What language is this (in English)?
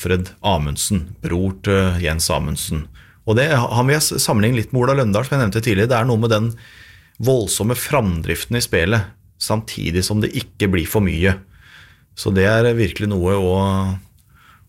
Norwegian